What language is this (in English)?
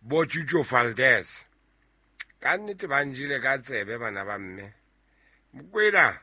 Southern Sotho